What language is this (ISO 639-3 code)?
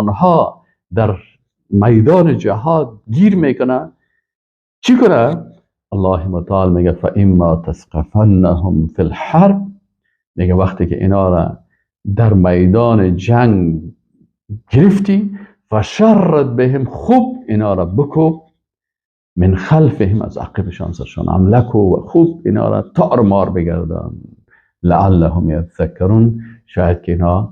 fas